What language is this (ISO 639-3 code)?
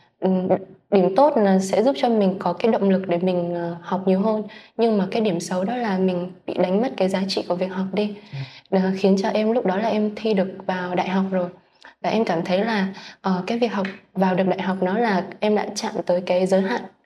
vie